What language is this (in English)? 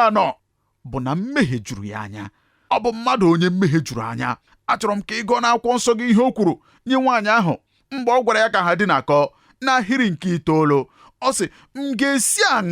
Igbo